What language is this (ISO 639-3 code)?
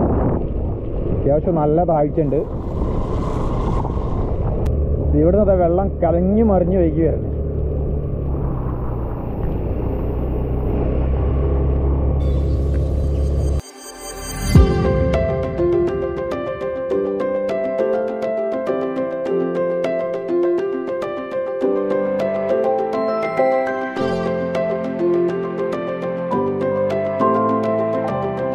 mal